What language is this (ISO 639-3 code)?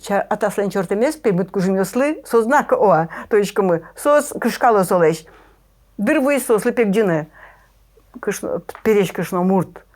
udm